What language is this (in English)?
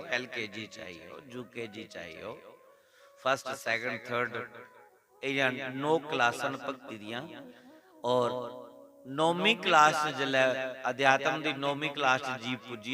Dogri